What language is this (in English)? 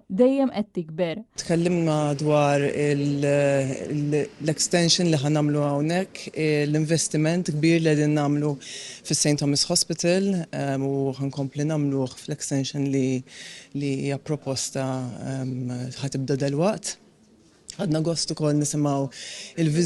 Maltese